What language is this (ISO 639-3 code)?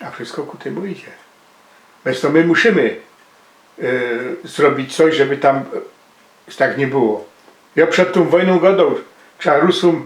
szl